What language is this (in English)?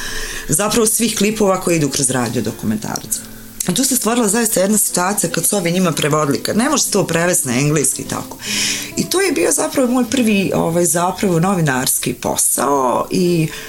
Bosnian